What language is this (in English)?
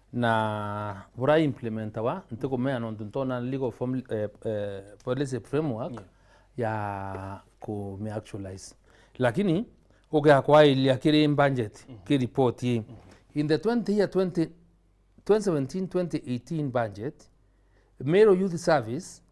Meru